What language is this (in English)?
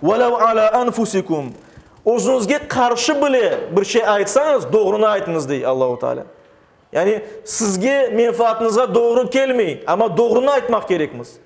Crimean Tatar